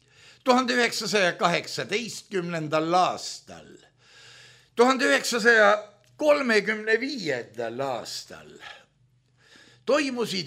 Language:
Estonian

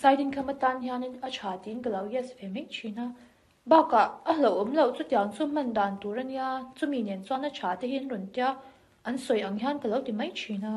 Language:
Mizo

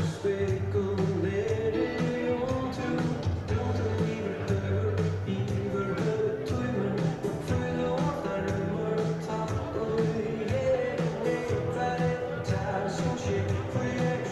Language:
Faroese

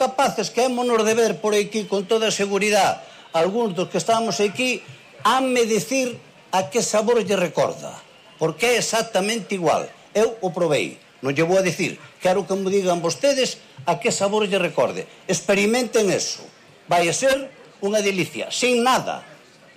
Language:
Galician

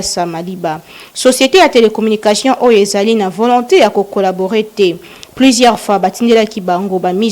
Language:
Lingala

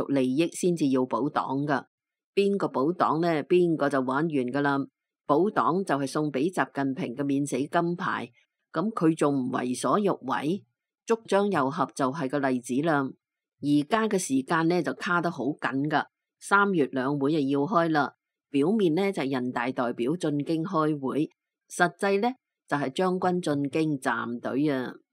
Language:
Cantonese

